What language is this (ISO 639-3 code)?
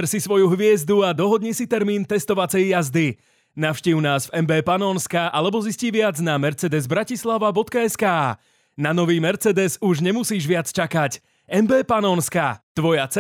slk